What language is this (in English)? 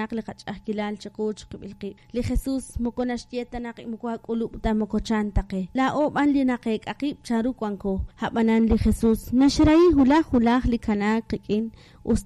Kekchí